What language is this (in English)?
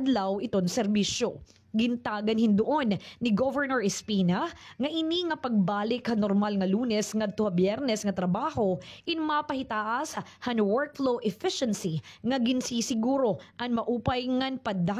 Waray